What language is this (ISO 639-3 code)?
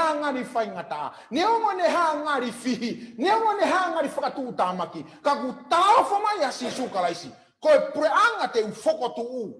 ton